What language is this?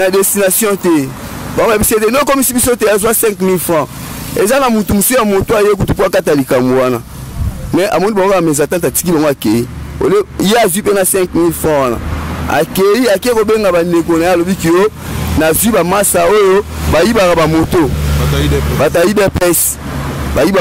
Lingala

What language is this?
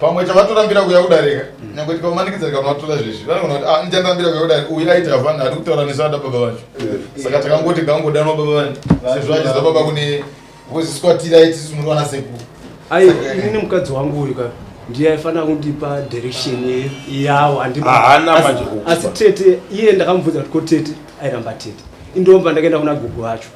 Shona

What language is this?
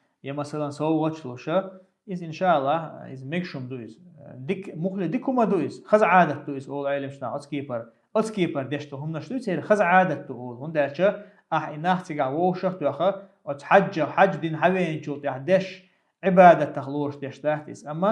Chechen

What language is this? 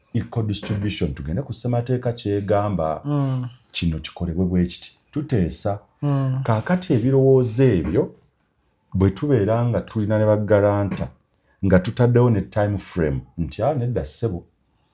Ganda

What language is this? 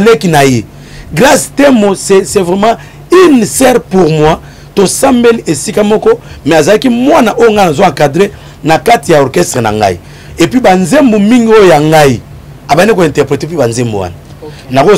Lingala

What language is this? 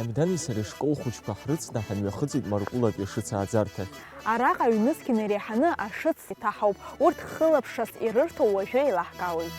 Abkhazian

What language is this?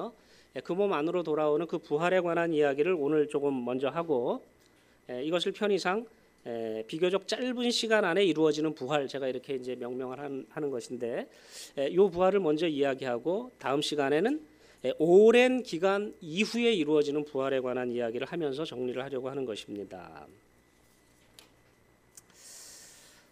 Korean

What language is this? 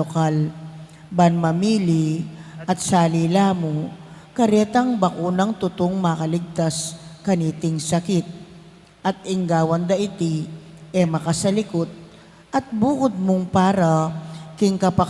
Pampanga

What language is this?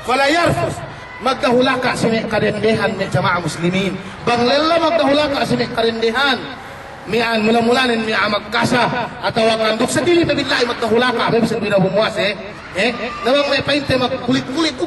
Yakan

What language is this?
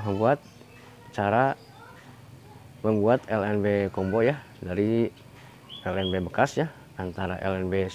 Indonesian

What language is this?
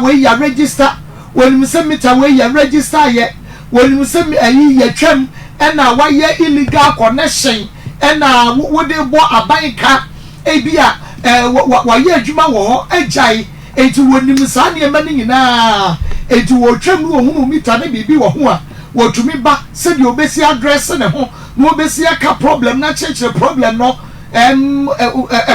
Akan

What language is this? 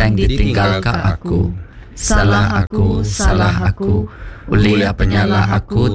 Iban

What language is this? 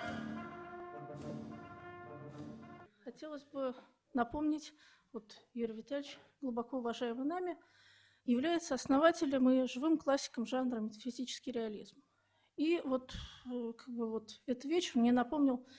Russian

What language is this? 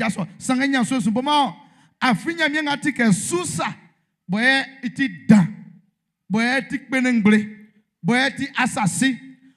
Baoulé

